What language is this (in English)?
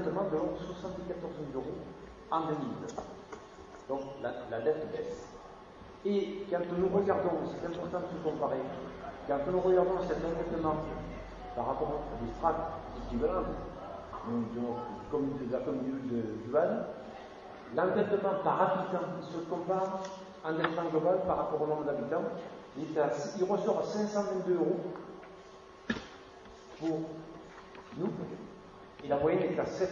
French